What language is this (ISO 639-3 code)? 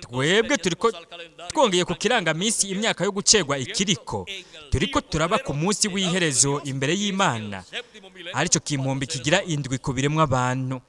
run